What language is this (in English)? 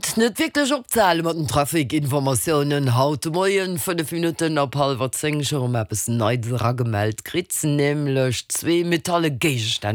Luxembourgish